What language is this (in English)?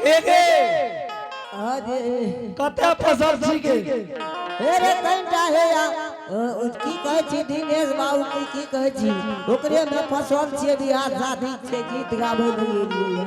Angika